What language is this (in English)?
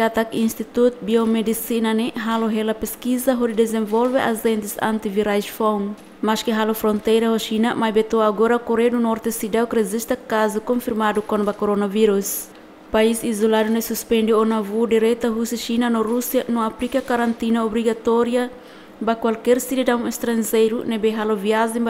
Tetum